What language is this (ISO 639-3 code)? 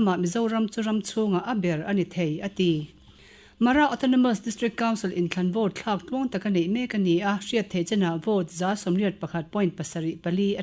lus